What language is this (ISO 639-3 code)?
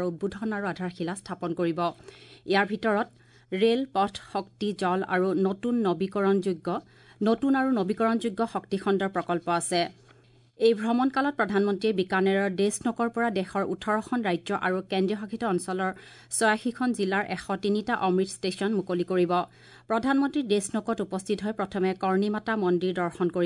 asm